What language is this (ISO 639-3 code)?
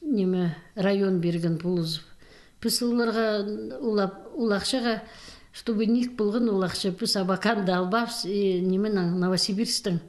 kjh